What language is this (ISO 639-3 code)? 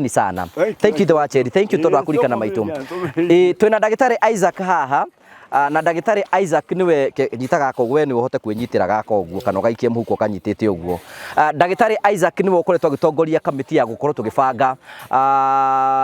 kik